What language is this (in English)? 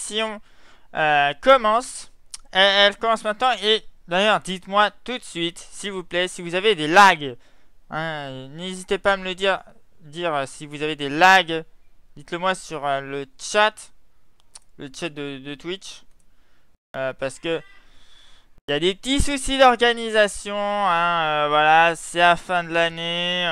French